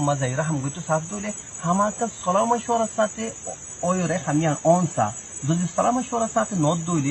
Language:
Rohingya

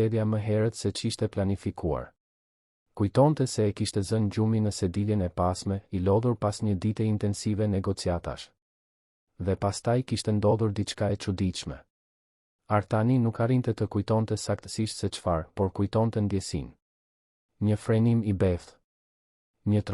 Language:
Albanian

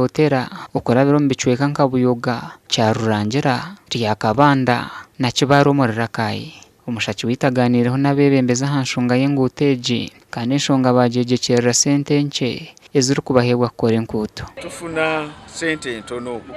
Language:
Nyankole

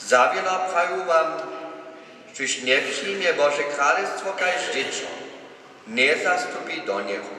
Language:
Upper Sorbian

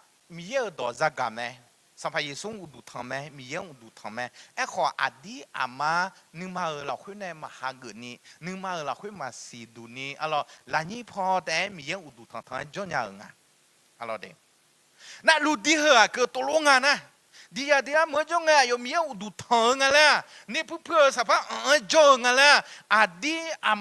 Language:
Akha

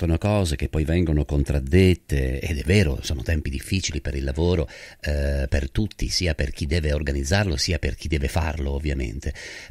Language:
Italian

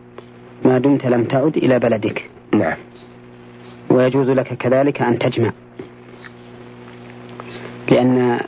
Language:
Arabic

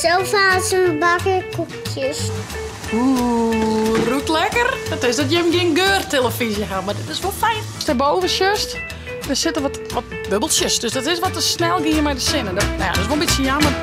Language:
Western Frisian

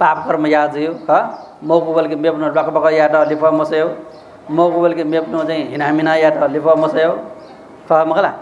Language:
Newari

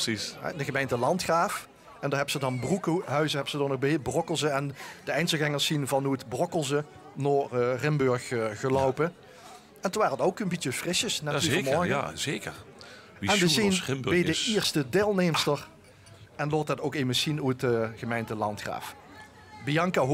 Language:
Limburgish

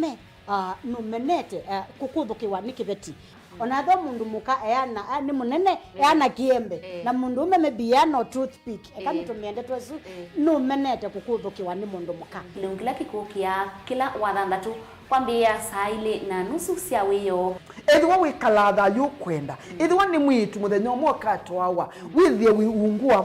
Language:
Kamba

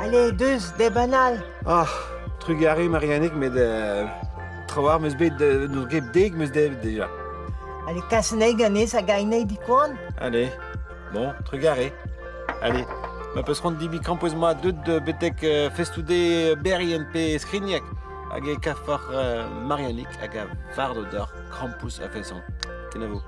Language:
Breton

